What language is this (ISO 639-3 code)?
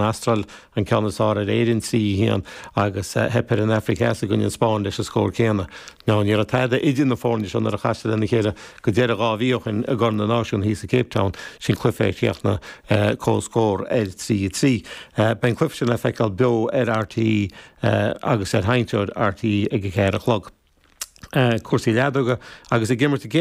gle